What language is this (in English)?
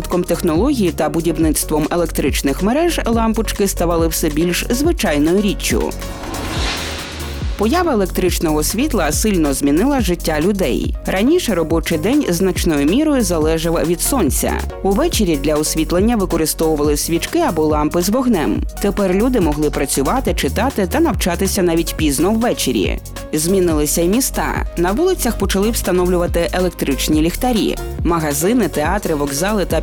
Ukrainian